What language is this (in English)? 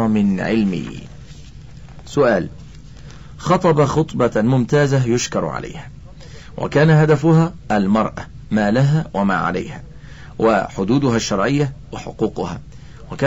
Arabic